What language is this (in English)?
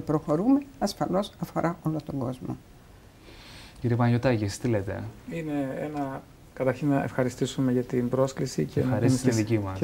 Greek